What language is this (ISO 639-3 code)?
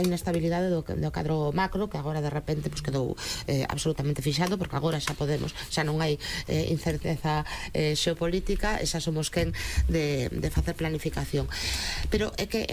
glg